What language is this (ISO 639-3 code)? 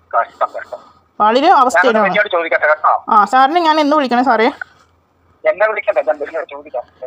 mal